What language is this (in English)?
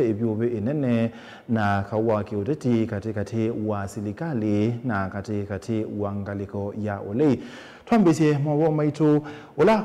Kamba